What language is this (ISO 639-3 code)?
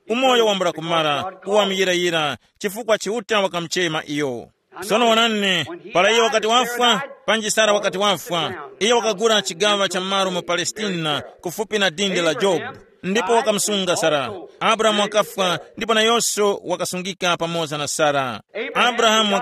tum